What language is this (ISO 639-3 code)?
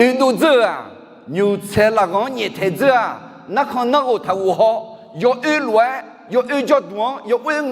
ahk